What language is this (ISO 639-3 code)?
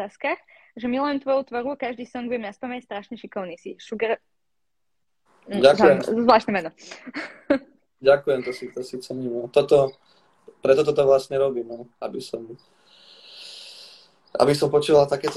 slk